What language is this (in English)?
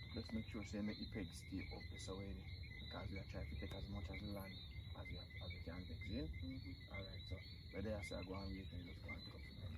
Jamaican Creole English